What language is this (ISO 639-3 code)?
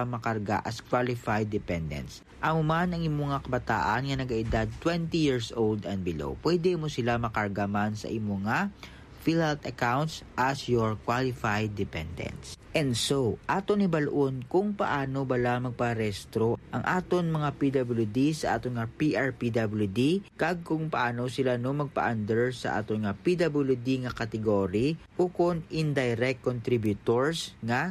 hil